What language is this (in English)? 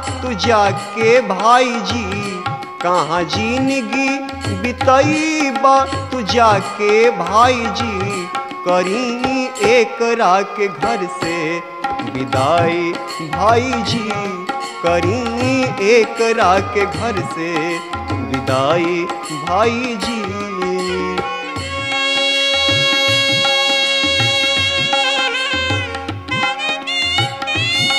Bhojpuri